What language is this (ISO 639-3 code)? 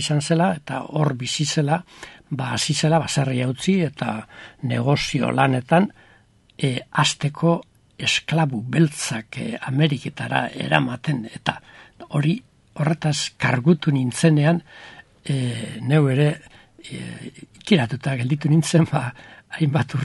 eus